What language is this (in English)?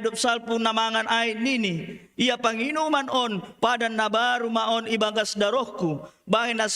Batak Simalungun